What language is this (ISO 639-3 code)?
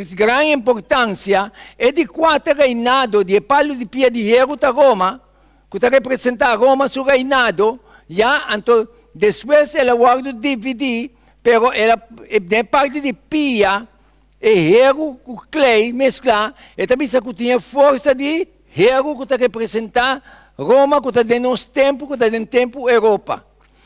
pap